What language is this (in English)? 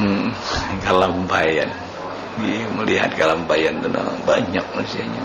Banjar